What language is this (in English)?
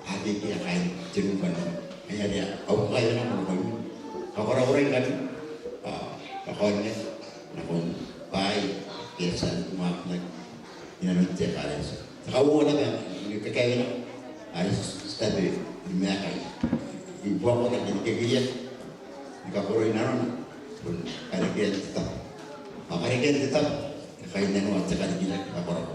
Gilbertese